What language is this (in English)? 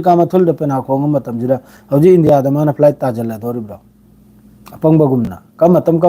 Manipuri